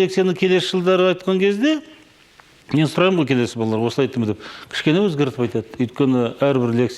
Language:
Kazakh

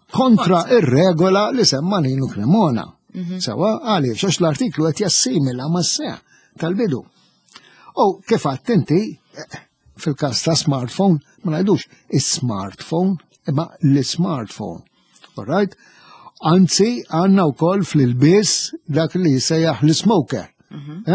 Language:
Maltese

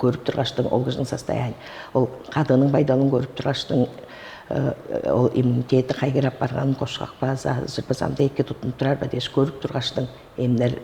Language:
Tuvinian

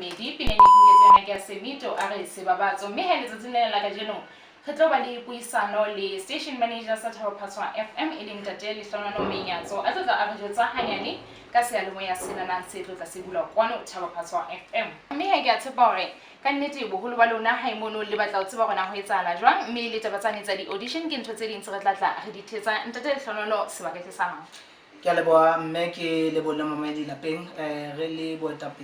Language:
Southern Sotho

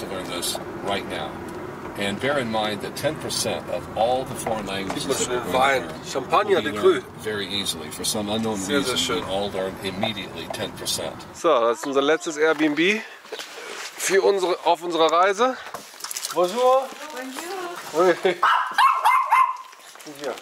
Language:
German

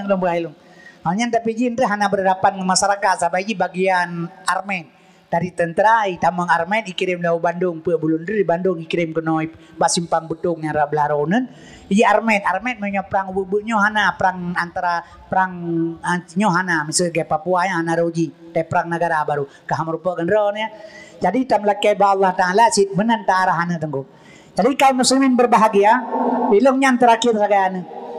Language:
Achinese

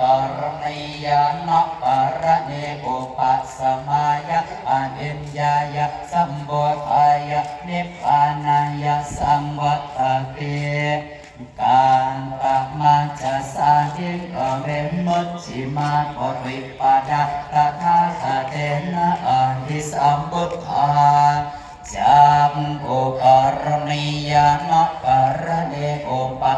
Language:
Pali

